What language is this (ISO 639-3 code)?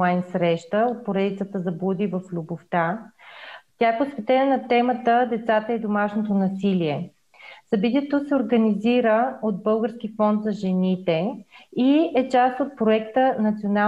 bul